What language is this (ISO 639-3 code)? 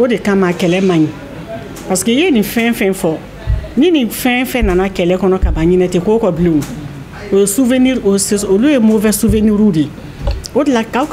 bam